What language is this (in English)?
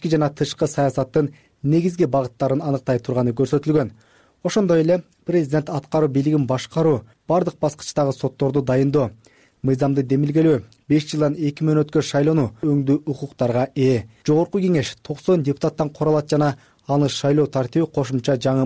Kyrgyz